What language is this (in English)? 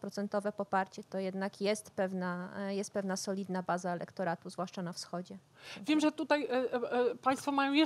Polish